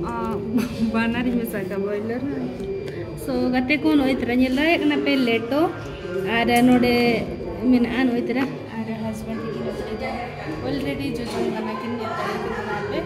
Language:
Santali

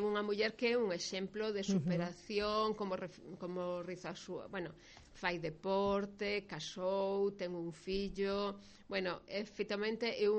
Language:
Galician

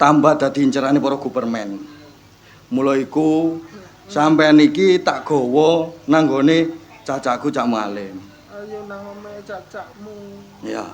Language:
Javanese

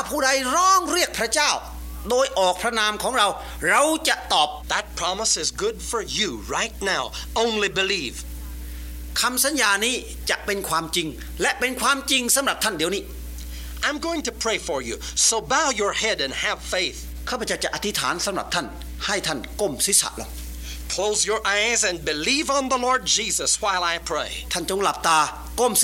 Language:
Thai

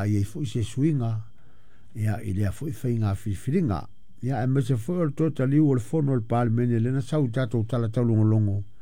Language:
Samoan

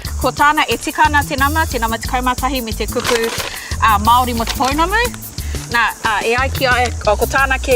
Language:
Māori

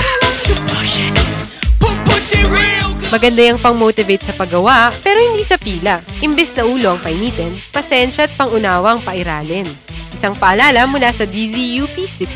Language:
Filipino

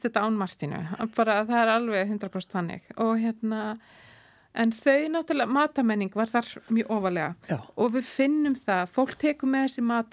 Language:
Icelandic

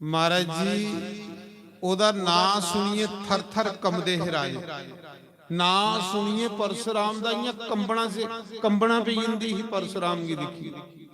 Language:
Dogri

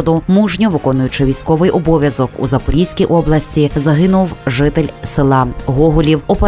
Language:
Ukrainian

